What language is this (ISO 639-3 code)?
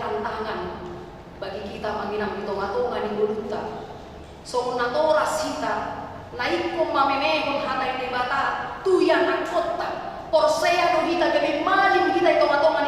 bbc